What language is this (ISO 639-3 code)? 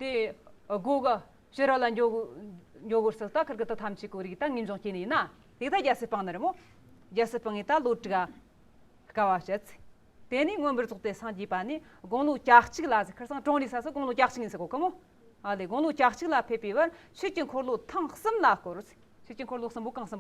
adx